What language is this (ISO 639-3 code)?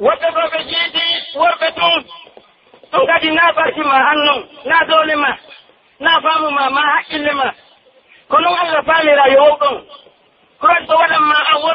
fuf